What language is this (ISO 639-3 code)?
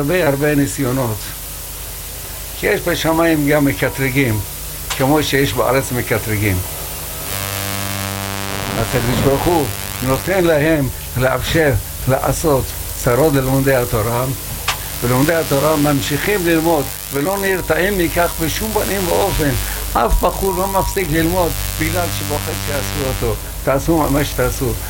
heb